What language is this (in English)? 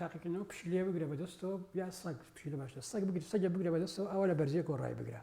Central Kurdish